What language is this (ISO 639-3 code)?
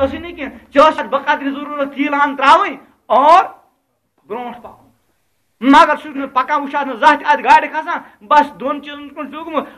kas